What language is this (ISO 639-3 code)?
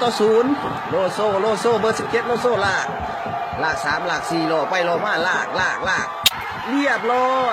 lao